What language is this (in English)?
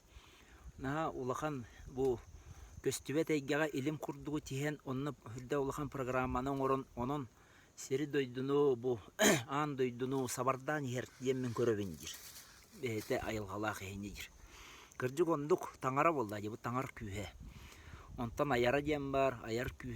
Yakut